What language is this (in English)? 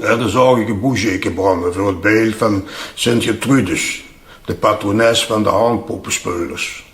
Limburgish